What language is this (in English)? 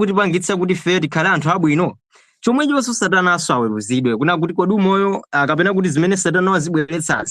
Nyanja